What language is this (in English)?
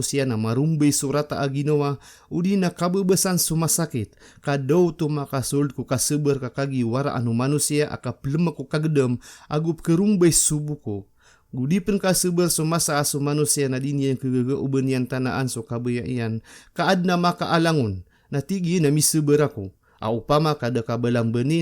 Maranao